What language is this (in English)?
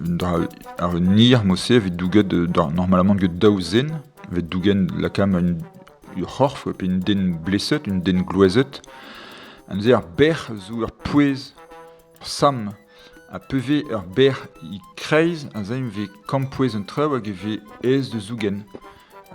Breton